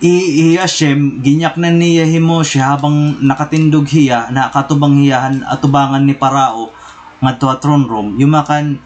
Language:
Waray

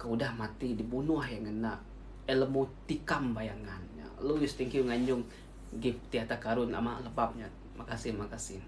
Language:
Iban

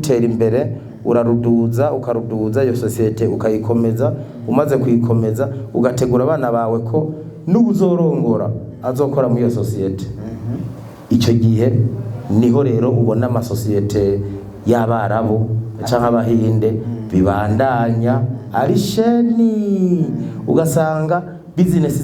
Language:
Rundi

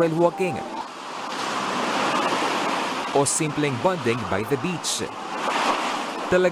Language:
Filipino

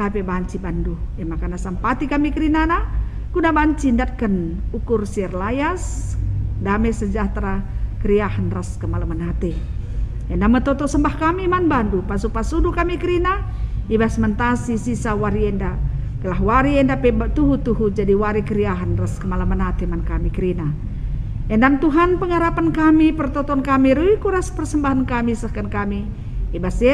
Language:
Batak Karo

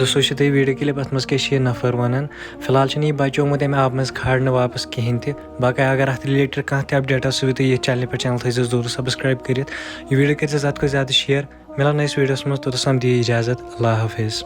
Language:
Kashmiri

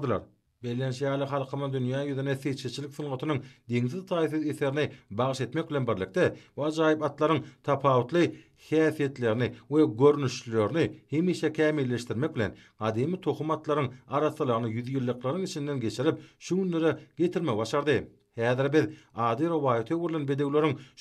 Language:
Turkmen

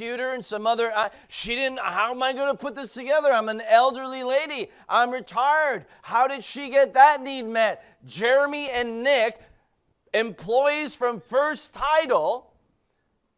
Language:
English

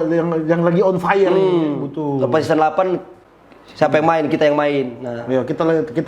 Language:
Manado Malay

